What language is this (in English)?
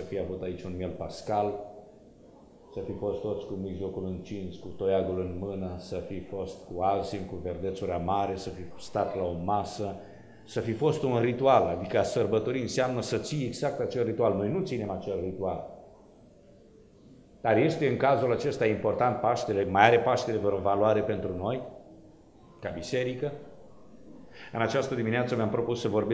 Romanian